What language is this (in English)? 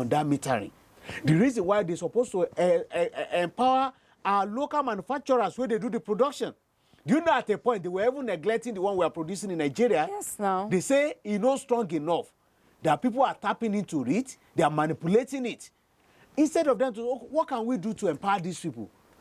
Nigerian Pidgin